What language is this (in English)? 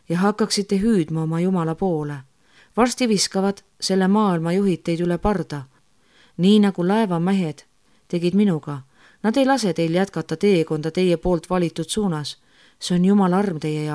Estonian